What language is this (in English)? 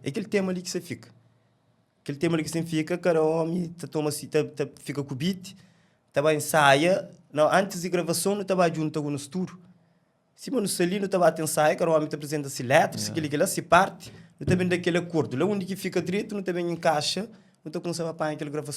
Kabuverdianu